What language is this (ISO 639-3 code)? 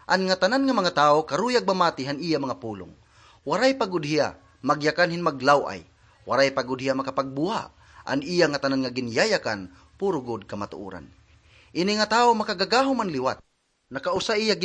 war